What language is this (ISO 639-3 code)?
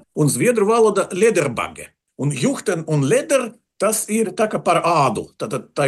lav